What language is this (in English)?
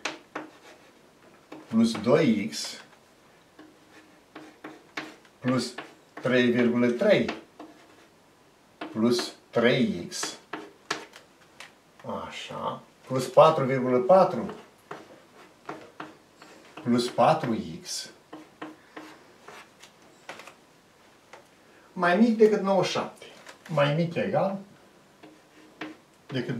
Romanian